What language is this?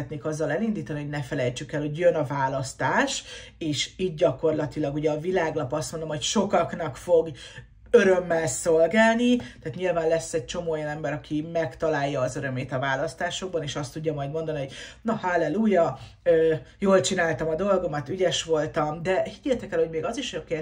Hungarian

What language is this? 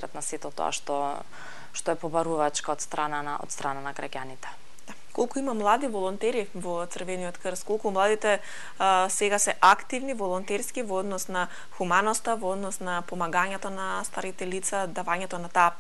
Macedonian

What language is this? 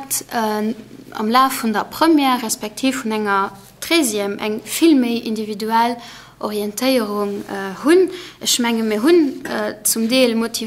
Luxembourgish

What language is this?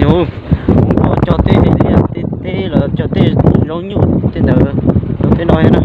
Hmong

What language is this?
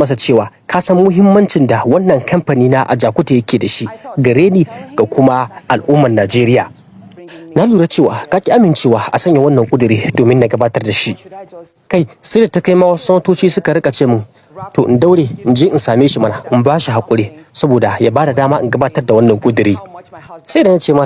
Hausa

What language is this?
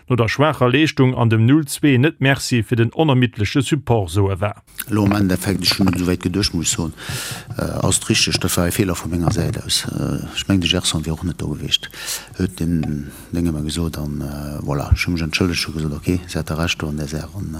Luxembourgish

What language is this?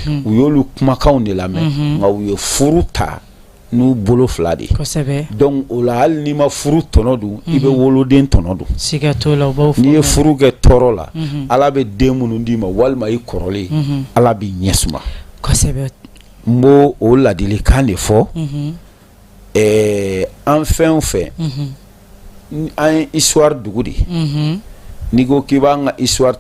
Bambara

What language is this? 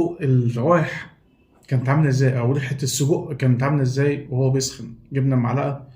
Egyptian Arabic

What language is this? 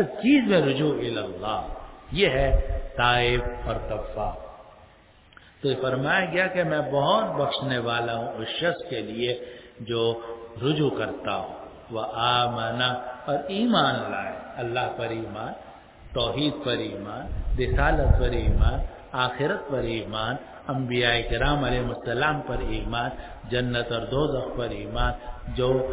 Urdu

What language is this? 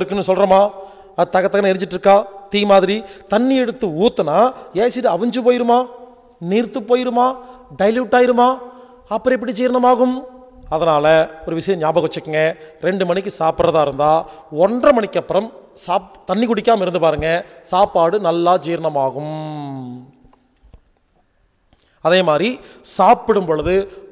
Tamil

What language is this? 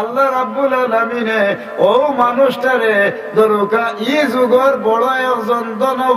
Sylheti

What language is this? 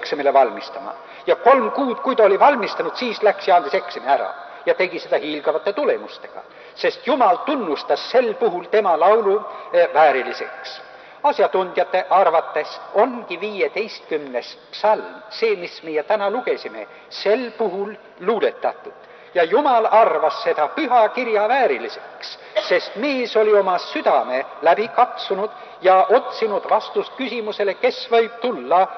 Estonian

